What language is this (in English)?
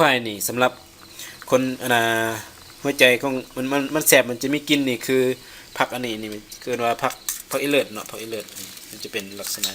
Lao